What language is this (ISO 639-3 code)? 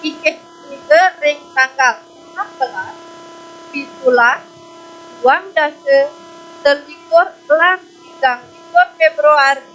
ban